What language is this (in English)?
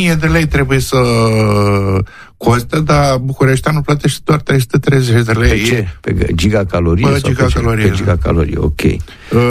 Romanian